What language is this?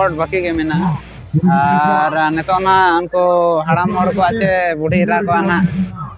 Santali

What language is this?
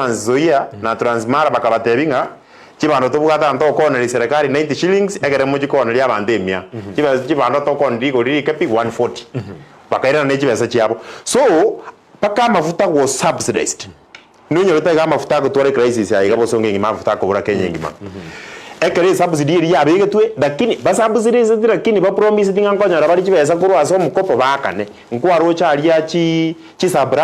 Gusii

